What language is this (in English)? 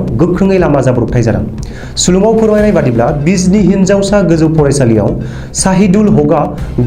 Bodo